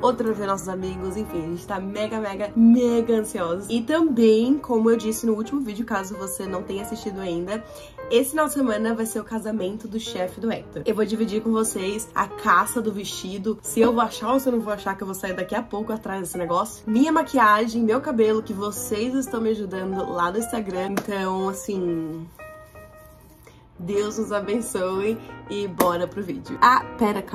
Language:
Portuguese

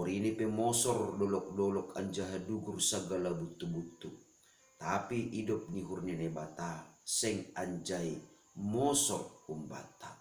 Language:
Batak Simalungun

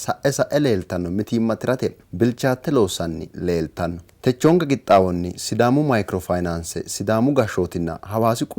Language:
Sidamo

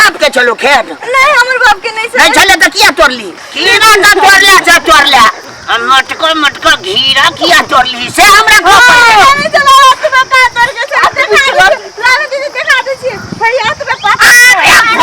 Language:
Maithili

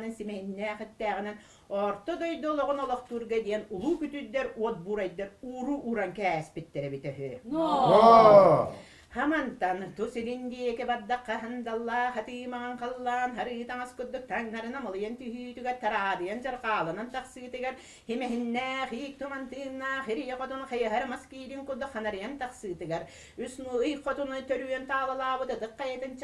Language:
Yakut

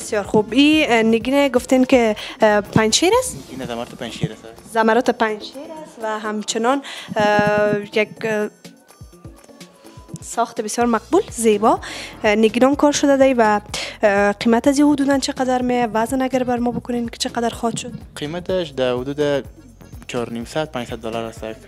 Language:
Persian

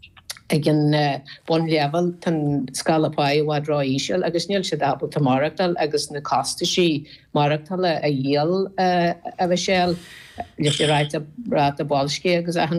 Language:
Irish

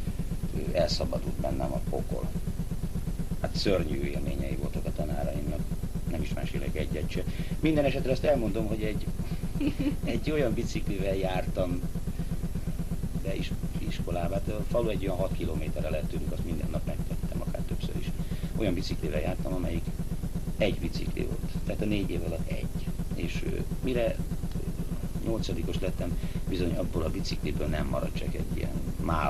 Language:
Hungarian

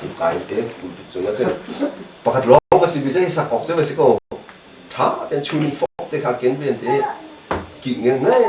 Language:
Hakha Chin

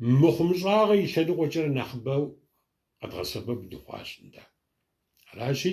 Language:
Kabardian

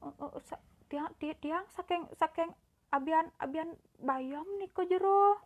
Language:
Balinese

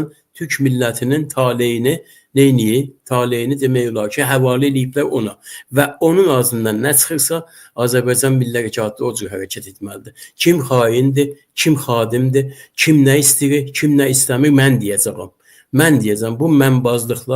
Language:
Azerbaijani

